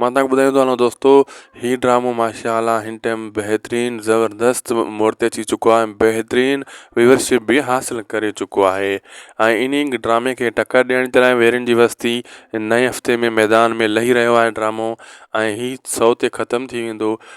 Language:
Sindhi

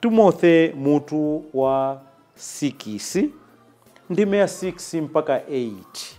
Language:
Nyanja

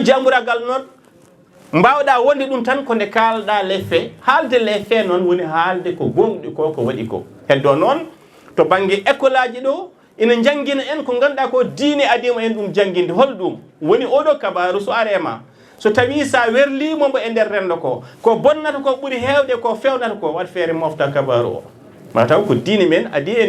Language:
Fula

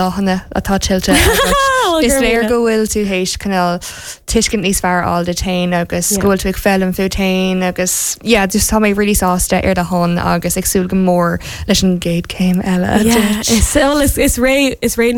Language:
Irish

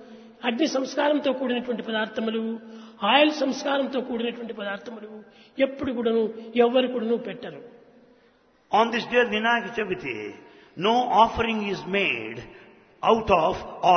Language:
Telugu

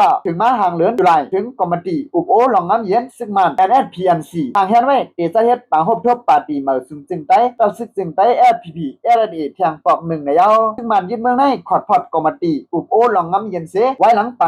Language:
Shan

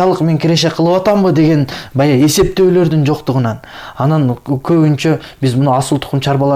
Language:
Kyrgyz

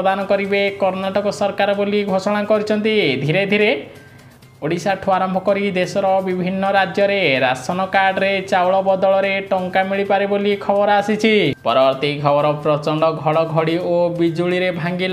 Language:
Odia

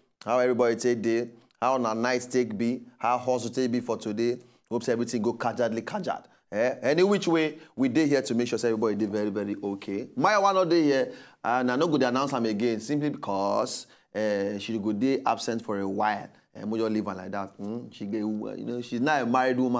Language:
Nigerian Pidgin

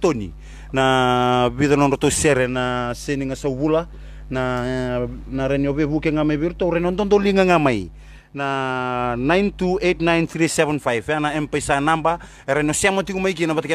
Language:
Fijian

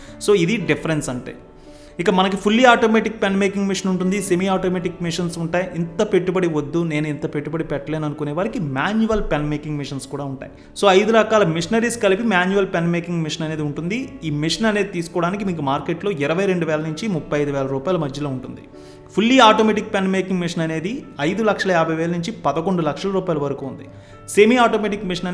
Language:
Telugu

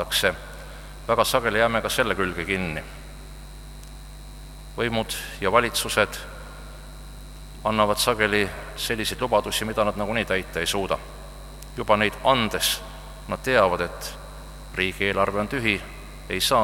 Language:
Estonian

